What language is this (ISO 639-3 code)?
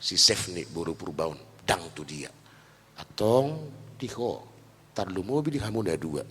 bbc